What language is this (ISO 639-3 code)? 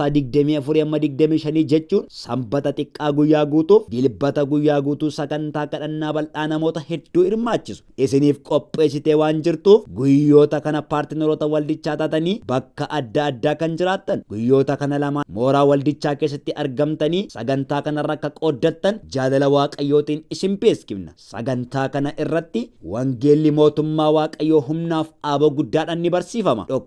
orm